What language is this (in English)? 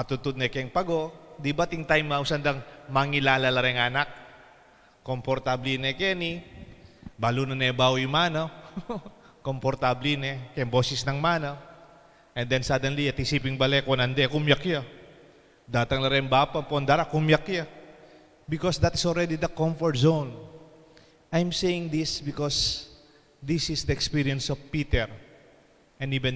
Pampanga